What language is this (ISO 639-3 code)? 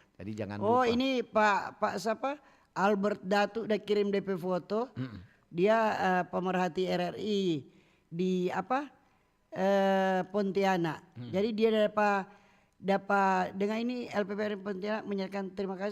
xmm